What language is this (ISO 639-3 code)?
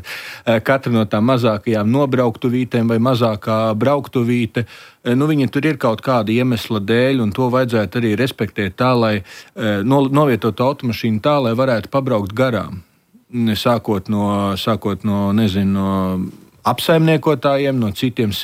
lav